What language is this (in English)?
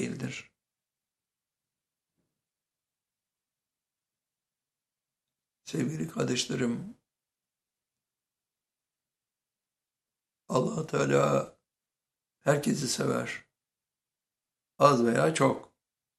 Turkish